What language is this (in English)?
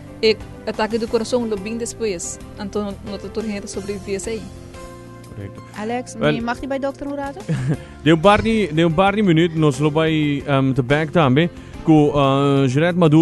Papiamento